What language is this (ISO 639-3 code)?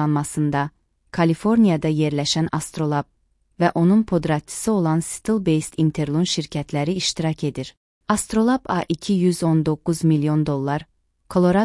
aze